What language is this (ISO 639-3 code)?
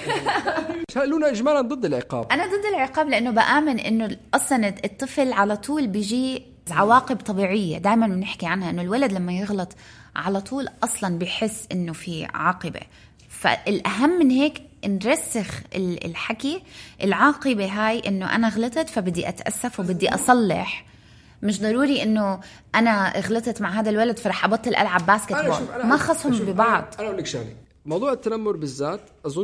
apc